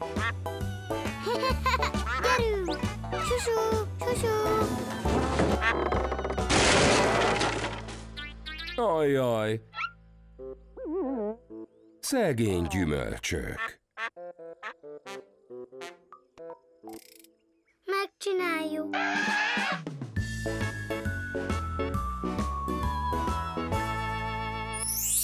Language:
Hungarian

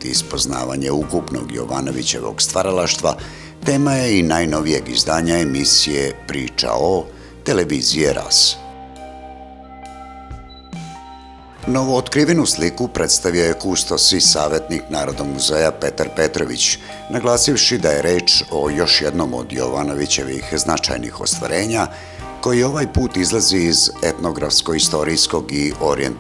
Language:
Serbian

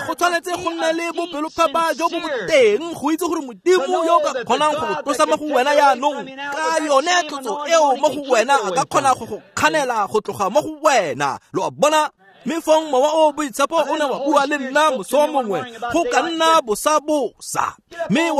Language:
Tswana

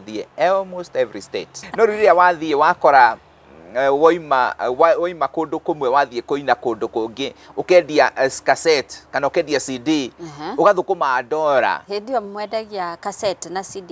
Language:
Kikuyu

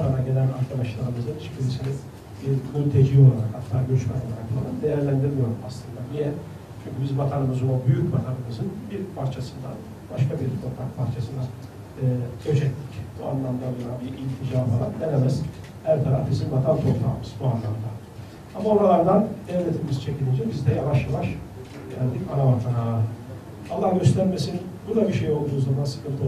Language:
Turkish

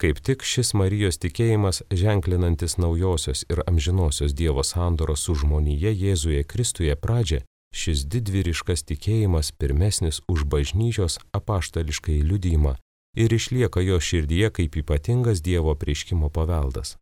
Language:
Lithuanian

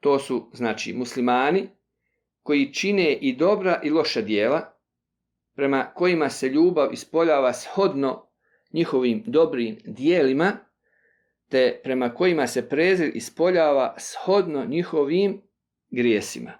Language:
Bosnian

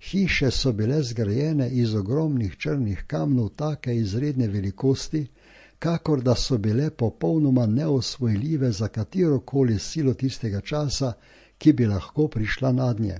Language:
Slovenian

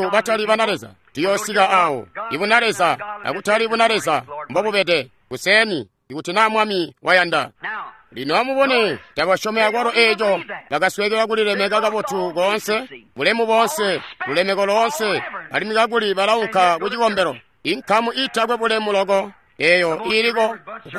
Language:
Tonga (Zambia)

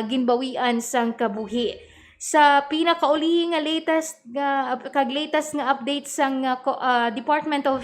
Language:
Hiligaynon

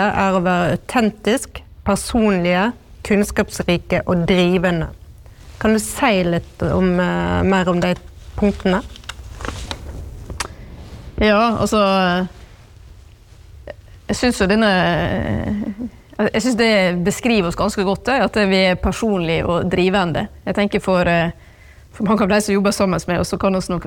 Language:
Norwegian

